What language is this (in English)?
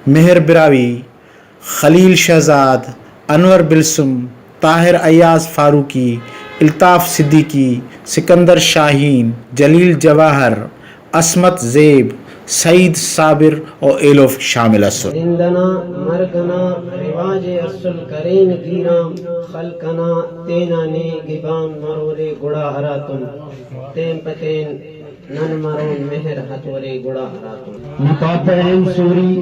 Brahui